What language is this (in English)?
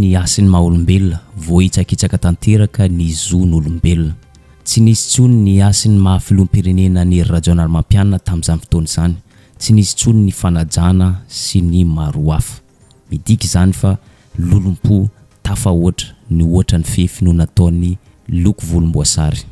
Malagasy